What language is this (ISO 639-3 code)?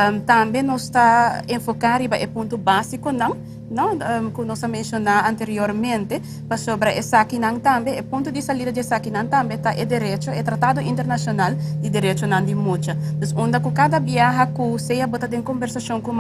pap